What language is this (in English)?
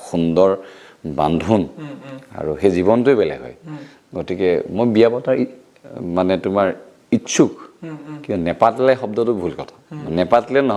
Assamese